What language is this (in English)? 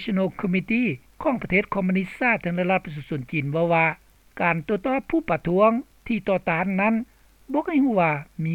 Lao